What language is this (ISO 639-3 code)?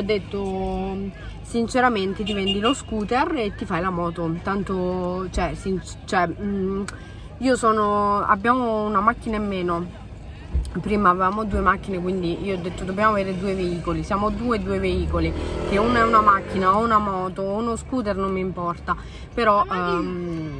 ita